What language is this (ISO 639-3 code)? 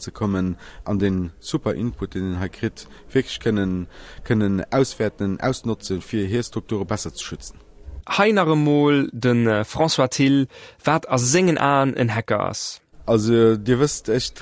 ltz